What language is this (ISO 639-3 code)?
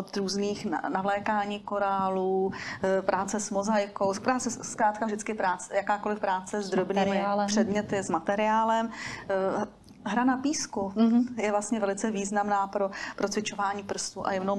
ces